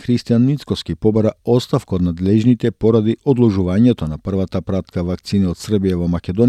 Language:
Macedonian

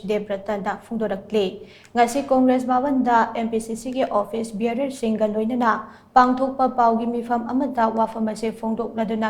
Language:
Manipuri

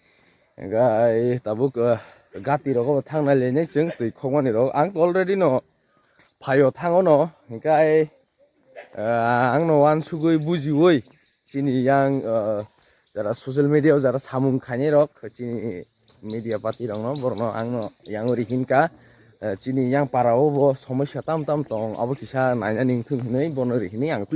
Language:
Kok Borok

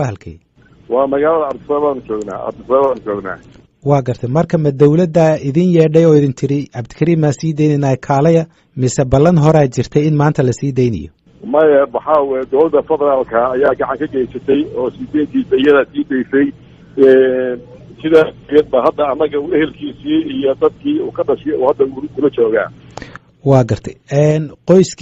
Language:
Somali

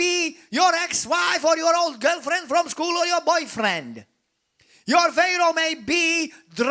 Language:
English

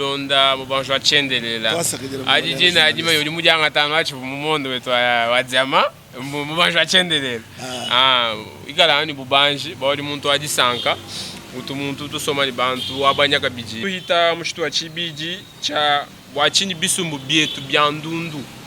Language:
Luba-Lulua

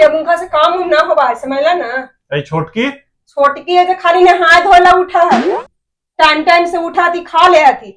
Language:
Magahi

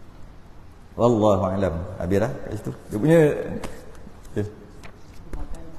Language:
Malay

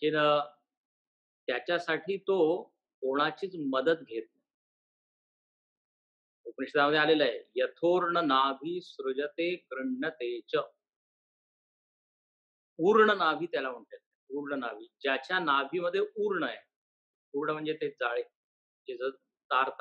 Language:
Marathi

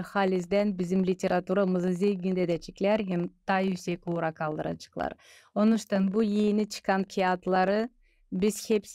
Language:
Gagauz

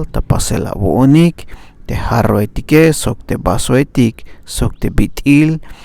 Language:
Tzeltal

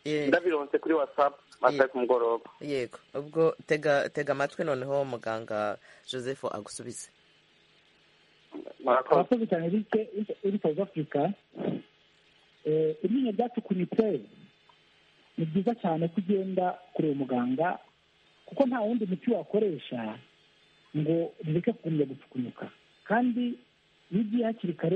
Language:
Kinyarwanda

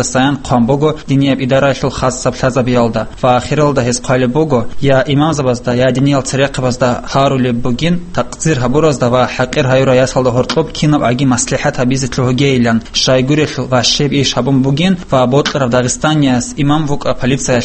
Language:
Avaric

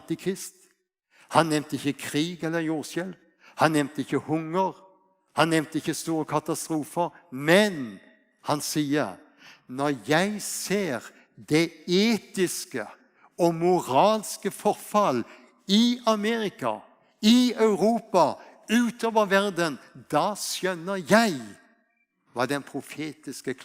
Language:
Faroese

